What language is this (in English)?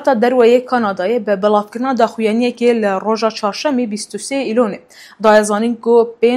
Kurdish